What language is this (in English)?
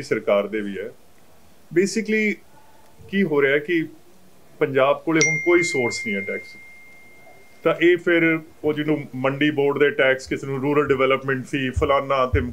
Punjabi